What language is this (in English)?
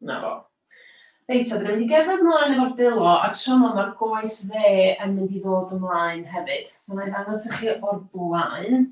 Welsh